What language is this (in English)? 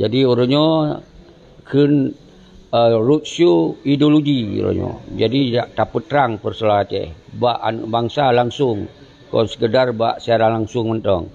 Achinese